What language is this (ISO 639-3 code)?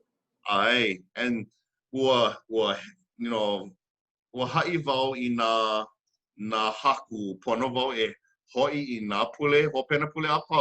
haw